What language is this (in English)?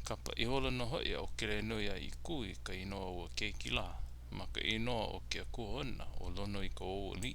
Hawaiian